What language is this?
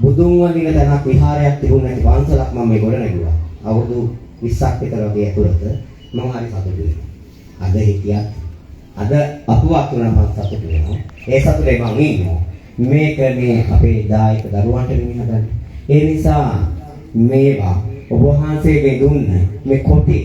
Sinhala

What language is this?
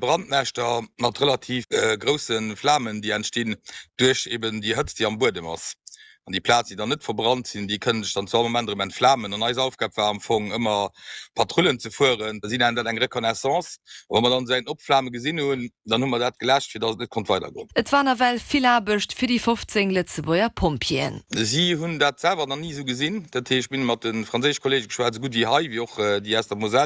Luxembourgish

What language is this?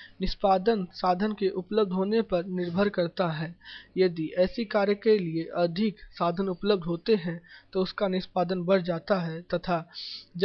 Hindi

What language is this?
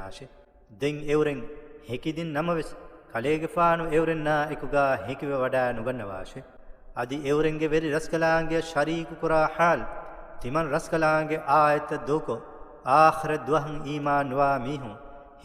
Divehi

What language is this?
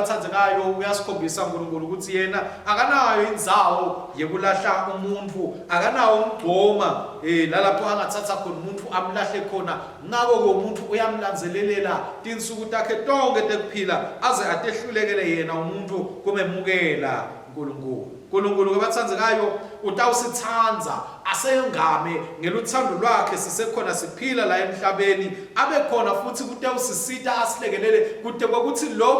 Swati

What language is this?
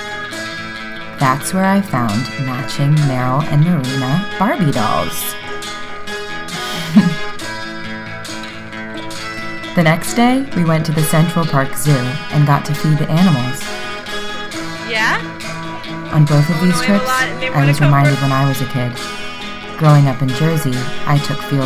English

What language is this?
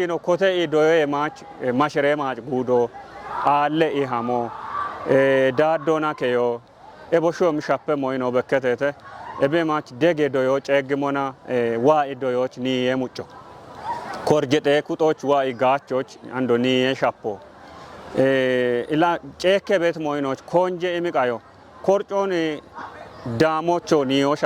Kafa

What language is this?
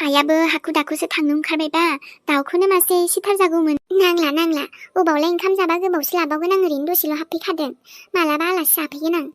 Bodo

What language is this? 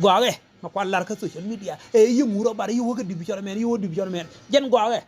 Nuer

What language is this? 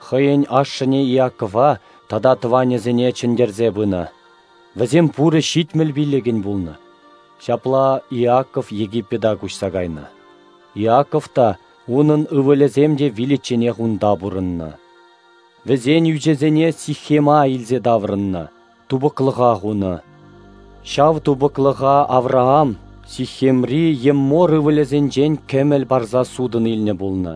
Chuvash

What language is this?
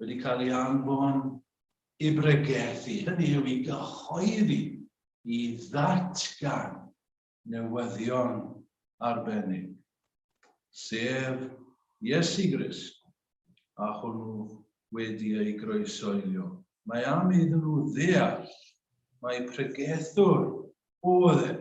Welsh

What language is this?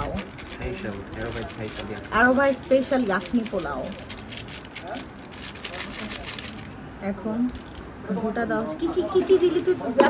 Bangla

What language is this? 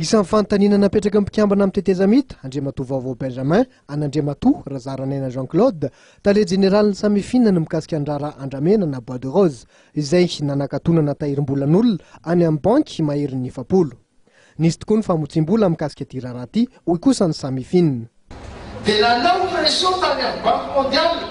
Malagasy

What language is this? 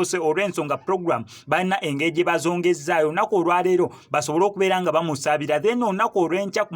Ganda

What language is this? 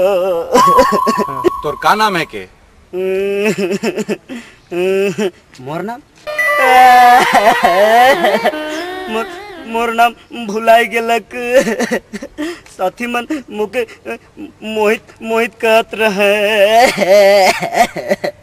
Sadri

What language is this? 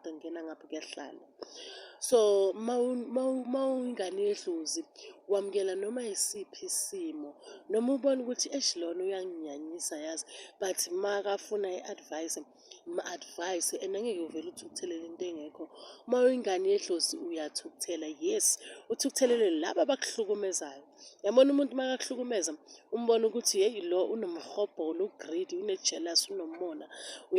Zulu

